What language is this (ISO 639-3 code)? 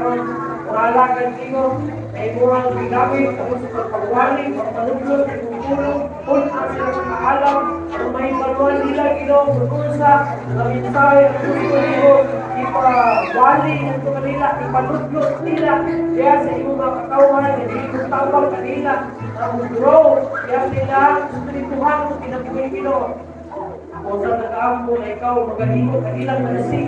ceb